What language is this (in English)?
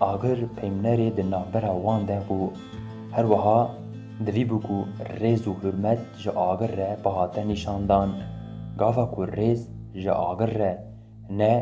Kurdish